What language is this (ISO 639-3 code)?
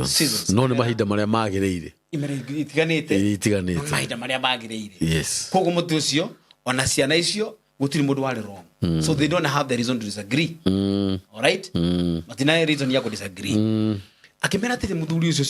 kik